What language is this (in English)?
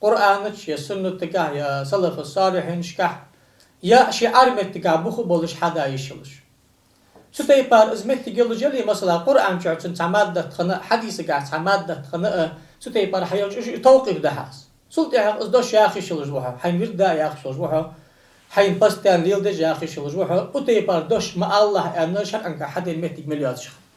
Ingush